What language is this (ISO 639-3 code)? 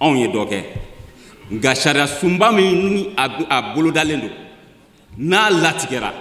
bam